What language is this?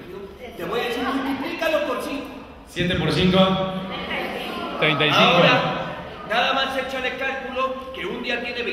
Spanish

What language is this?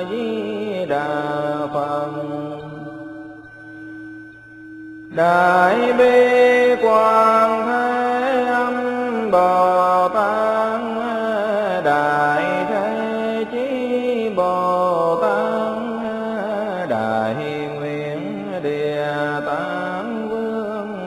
Vietnamese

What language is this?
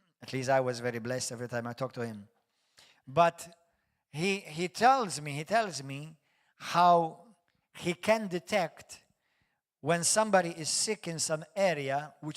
English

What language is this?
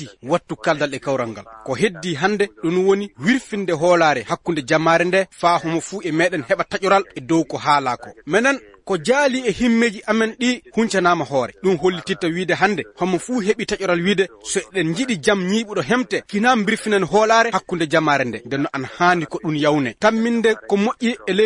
Fula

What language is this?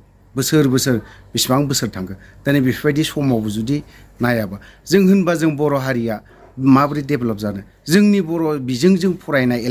Bodo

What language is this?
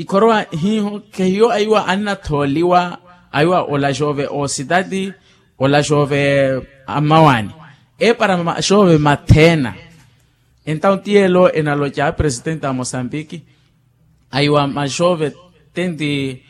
Makhuwa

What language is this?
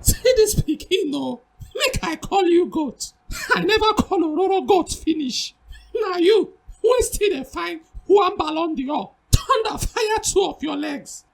Nigerian Pidgin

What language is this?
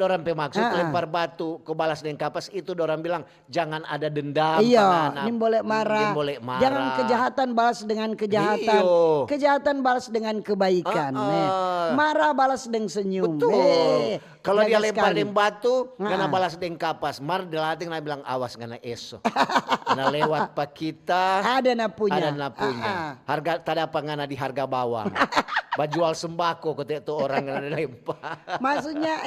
Manado Malay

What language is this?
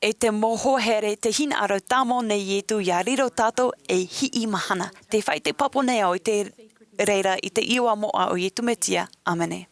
Tahitian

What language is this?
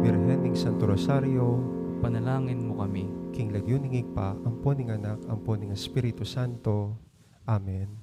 Pampanga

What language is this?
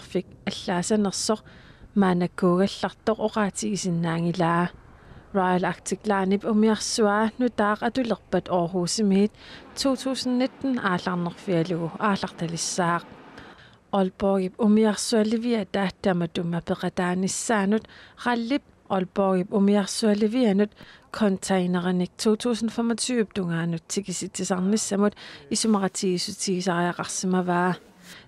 Kalaallisut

